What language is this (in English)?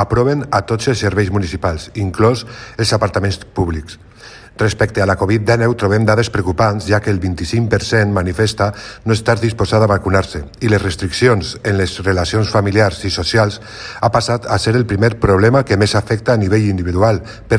Catalan